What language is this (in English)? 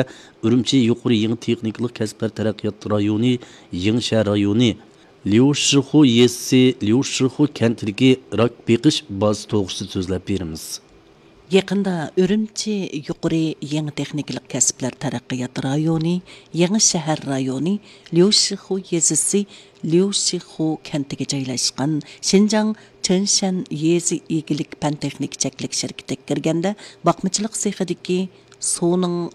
Uyghur